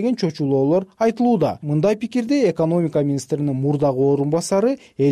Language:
Kyrgyz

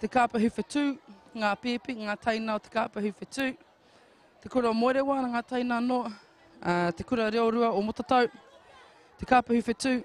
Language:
Māori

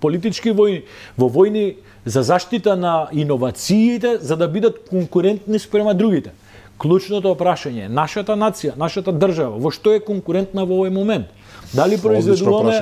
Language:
Macedonian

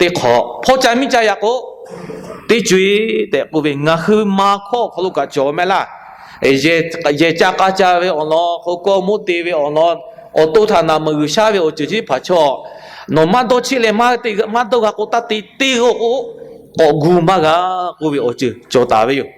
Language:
Lahu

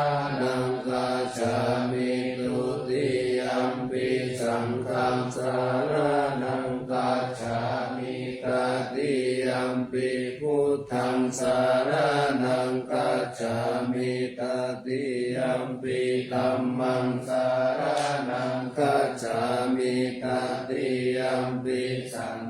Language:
Pali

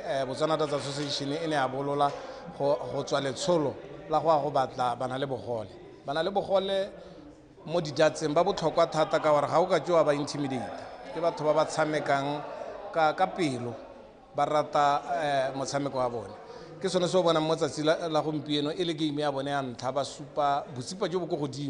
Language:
Tswana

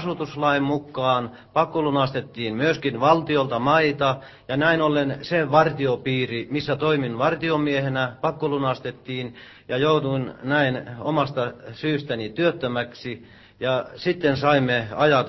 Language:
Finnish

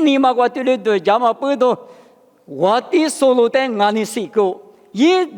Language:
Lisu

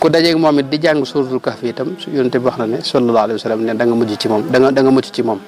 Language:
Wolof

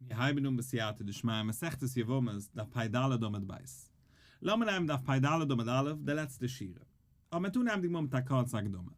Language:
Yiddish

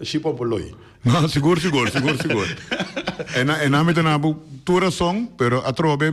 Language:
Papiamento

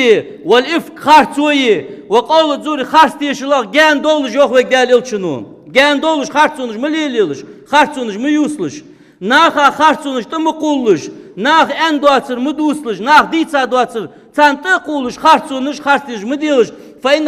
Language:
Ingush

